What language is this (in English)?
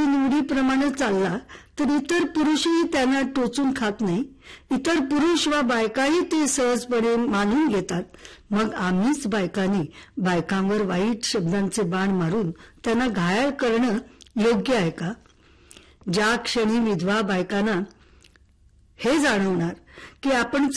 Marathi